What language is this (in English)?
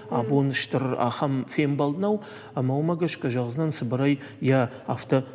Ossetic